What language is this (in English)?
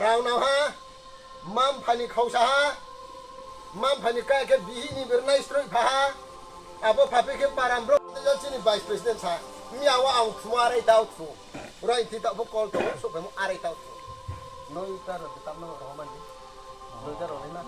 Riang (India)